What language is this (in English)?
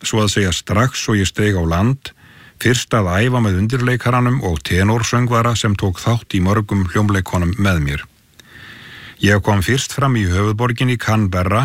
Icelandic